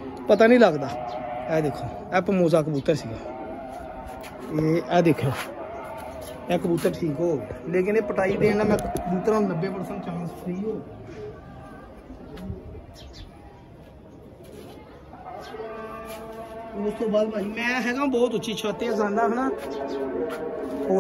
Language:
Punjabi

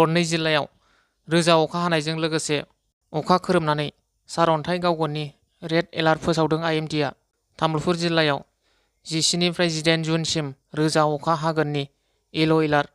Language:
Bodo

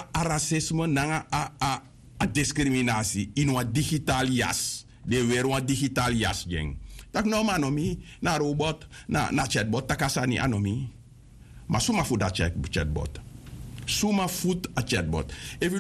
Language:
Sranan Tongo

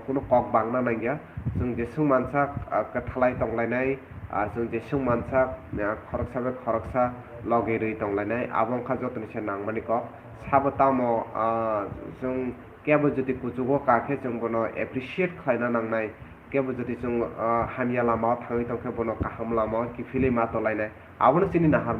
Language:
Kok Borok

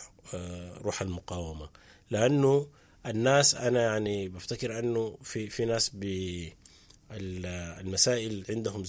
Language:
Sudanese Arabic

